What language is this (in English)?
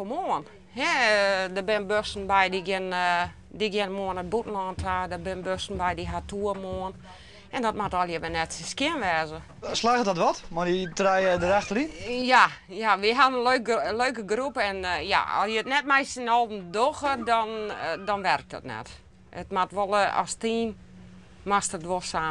Western Frisian